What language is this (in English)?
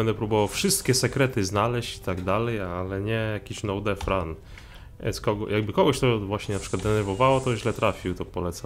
Polish